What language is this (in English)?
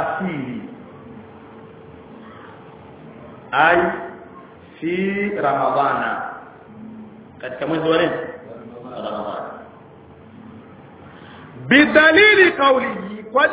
Swahili